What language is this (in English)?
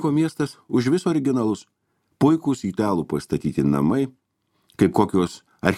Lithuanian